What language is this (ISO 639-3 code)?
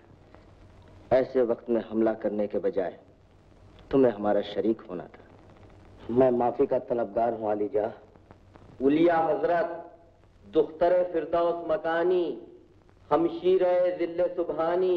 hin